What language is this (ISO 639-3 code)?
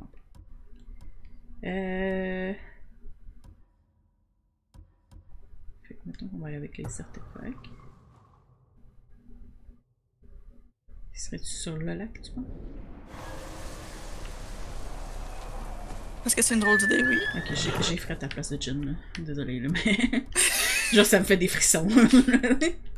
fra